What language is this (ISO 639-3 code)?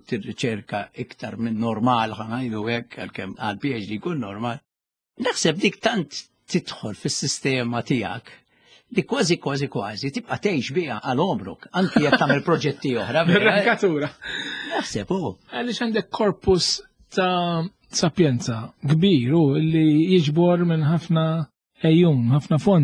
mlt